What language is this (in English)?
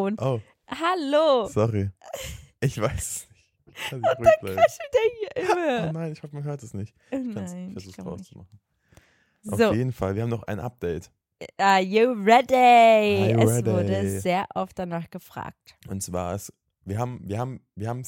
German